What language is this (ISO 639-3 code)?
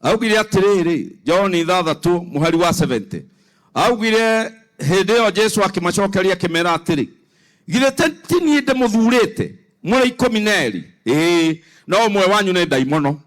kik